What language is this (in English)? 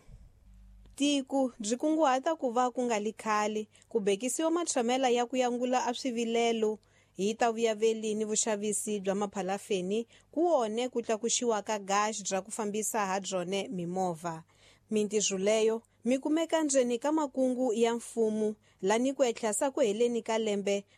Tsonga